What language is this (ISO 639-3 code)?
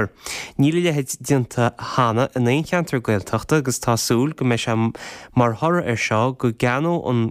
gle